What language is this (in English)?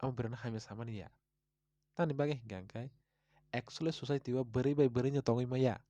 Kok Borok